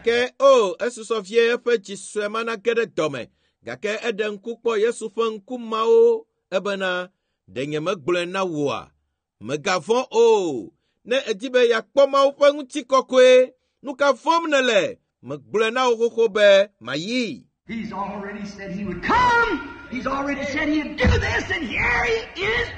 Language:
Ewe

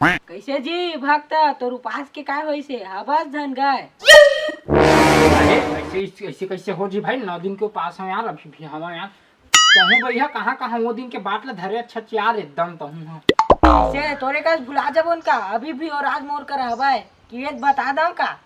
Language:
Chhattisgarhi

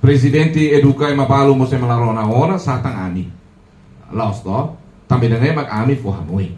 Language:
Tetum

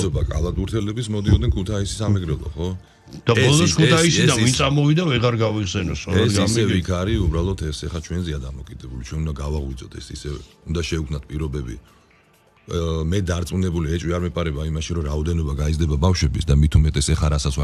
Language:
Georgian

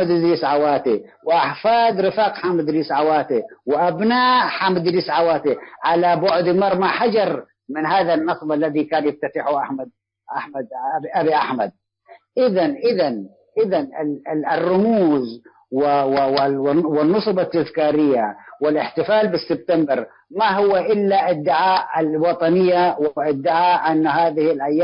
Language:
Tigre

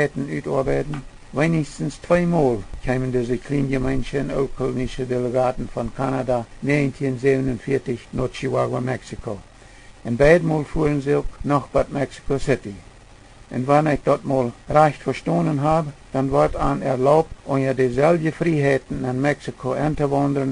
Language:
Plautdietsch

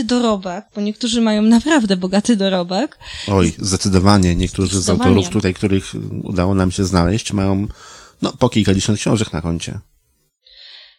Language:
Polish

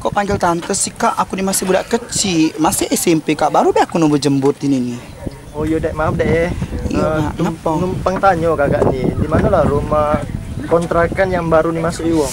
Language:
Musi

